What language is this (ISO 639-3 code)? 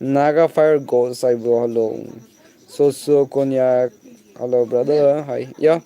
nag